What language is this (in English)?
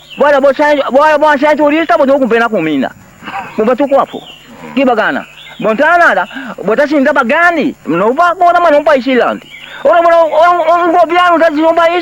Papiamento